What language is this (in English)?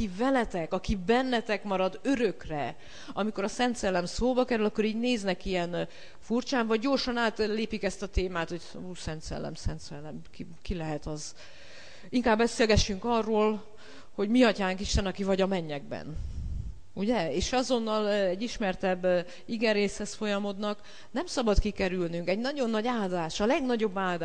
Hungarian